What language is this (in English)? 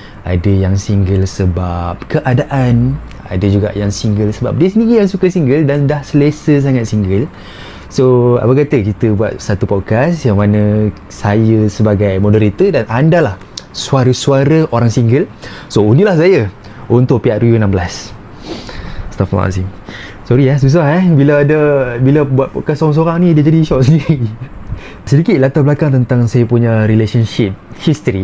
Malay